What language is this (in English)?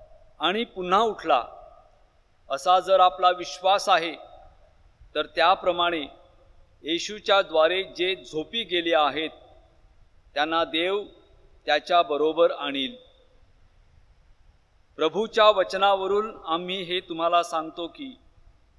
Marathi